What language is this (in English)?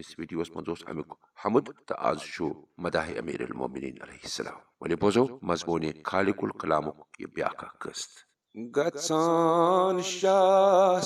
Kashmiri